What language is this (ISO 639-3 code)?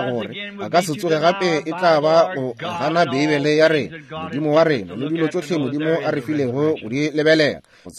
nso